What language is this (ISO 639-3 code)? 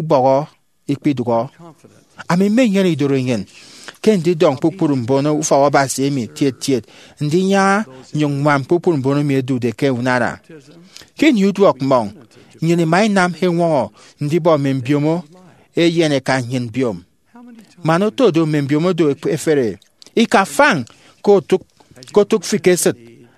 efi